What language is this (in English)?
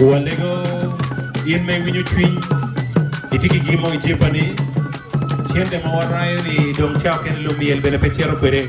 Acoli